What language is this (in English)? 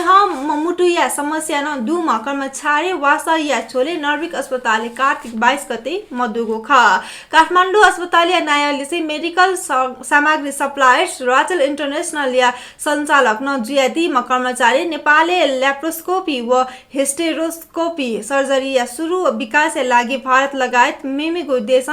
Newari